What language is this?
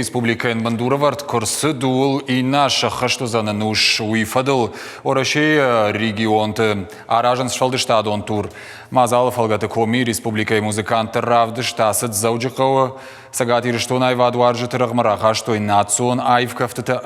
Ossetic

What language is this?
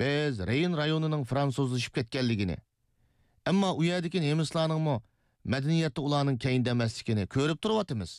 Uyghur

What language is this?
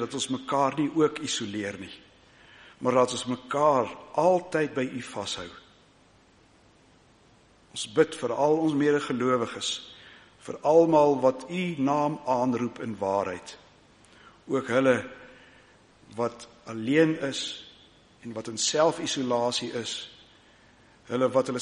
Afrikaans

